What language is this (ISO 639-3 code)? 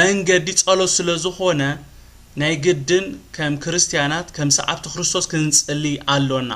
tir